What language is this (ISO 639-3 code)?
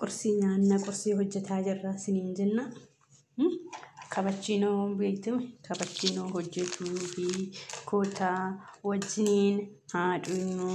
orm